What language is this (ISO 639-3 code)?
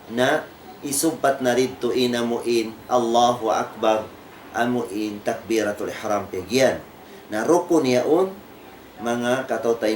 tsg